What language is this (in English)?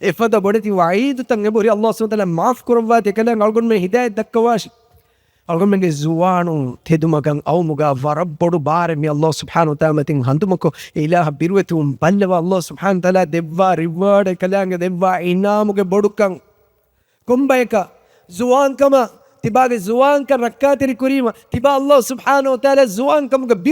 Divehi